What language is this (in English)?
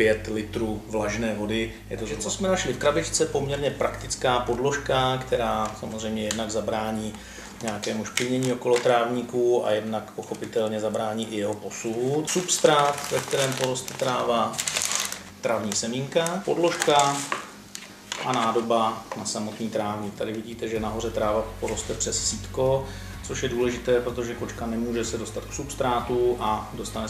Czech